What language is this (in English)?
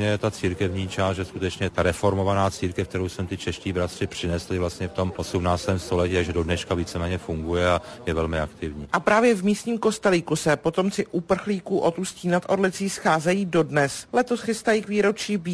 Czech